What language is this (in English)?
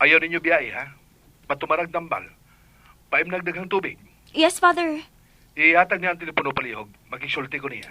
Cebuano